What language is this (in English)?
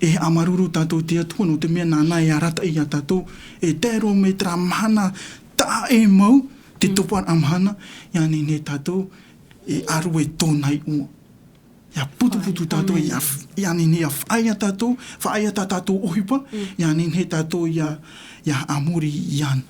Tahitian